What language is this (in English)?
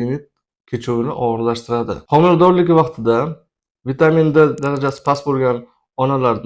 Uzbek